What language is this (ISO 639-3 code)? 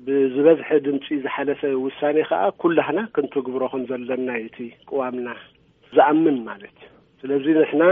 tir